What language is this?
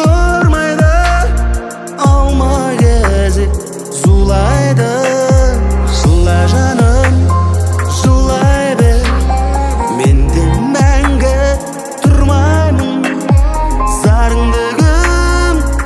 Kazakh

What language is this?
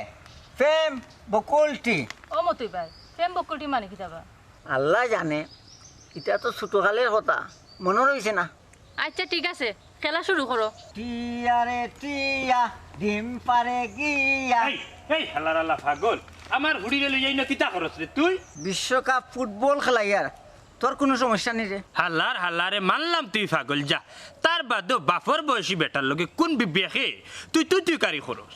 Sylheti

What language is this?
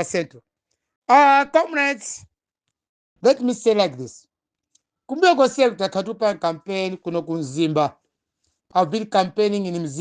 Nyanja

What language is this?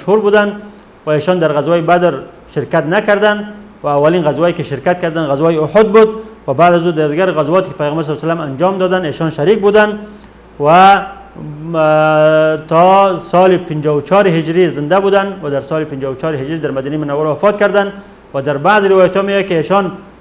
Persian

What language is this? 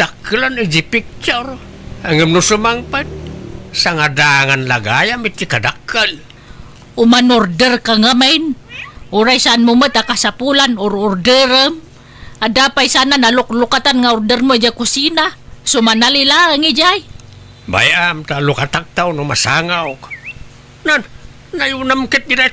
Iloko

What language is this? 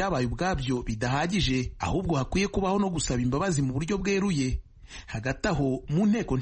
Kinyarwanda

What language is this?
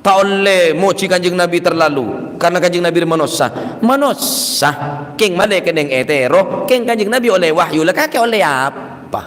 Madurese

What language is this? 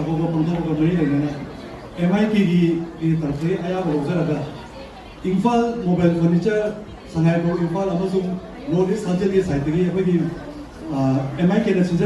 Manipuri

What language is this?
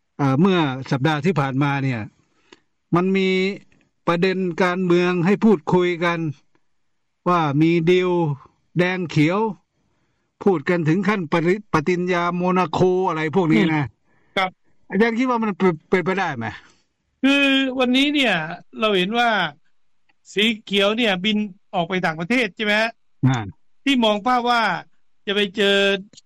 Thai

